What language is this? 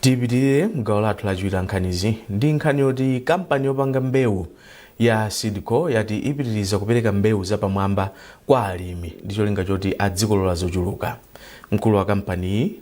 Nyanja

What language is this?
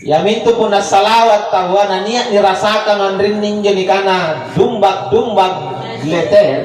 Makasar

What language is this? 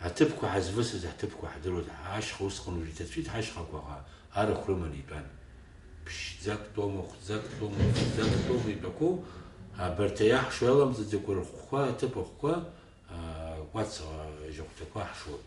Abkhazian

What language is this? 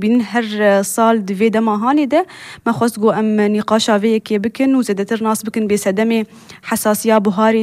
Kurdish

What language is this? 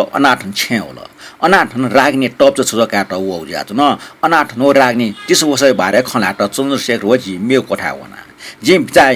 Newari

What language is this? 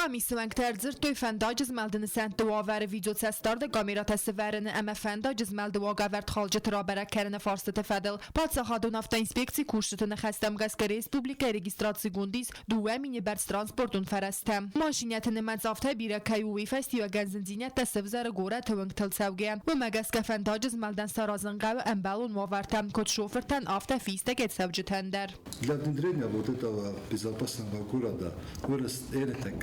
Ossetic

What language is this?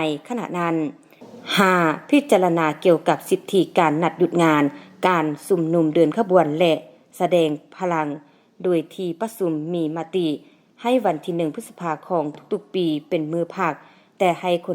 Lao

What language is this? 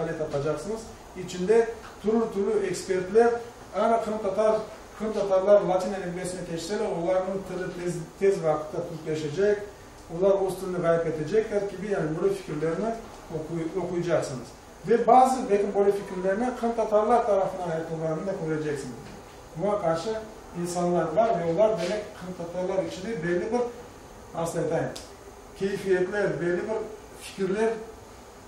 Crimean Tatar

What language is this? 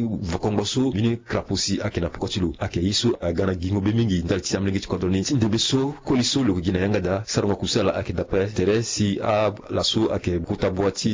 Sango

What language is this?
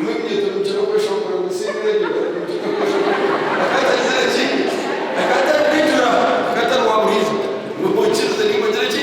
Nyankole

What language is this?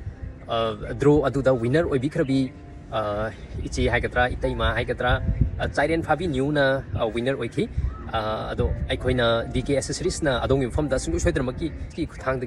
Manipuri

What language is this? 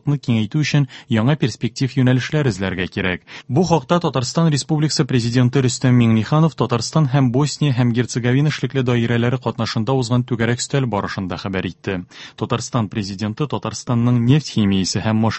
Tatar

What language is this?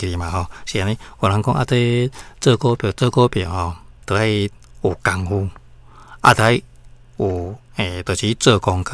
Min Nan Chinese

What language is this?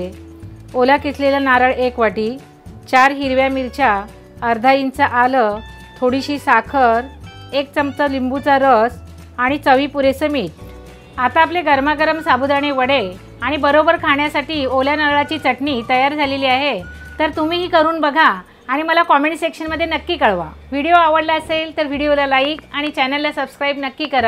Marathi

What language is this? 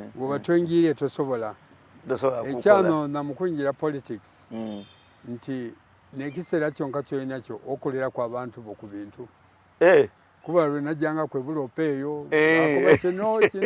Soga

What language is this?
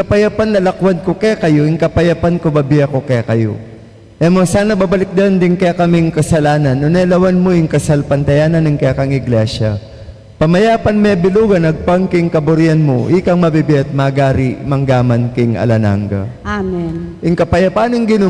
Pampanga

